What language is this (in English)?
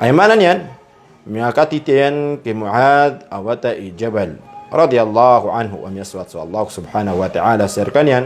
Maranao